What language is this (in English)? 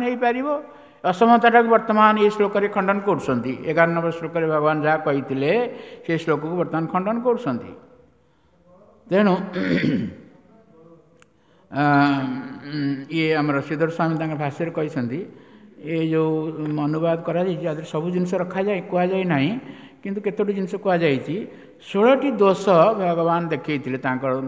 Odia